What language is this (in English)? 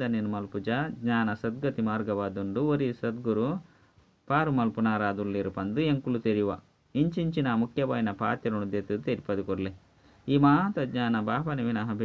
Tulu